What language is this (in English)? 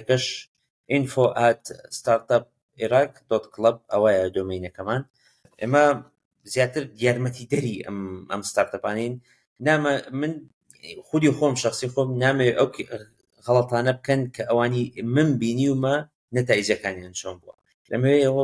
Central Kurdish